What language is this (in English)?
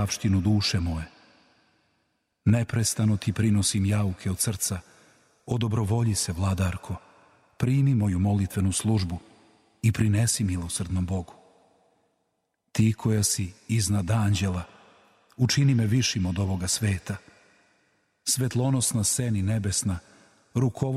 Serbian